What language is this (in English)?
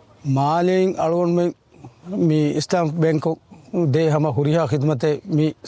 Divehi